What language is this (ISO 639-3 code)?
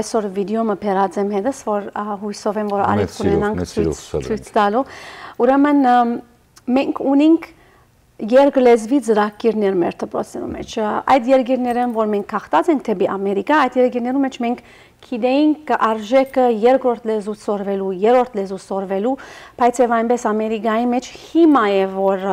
hyw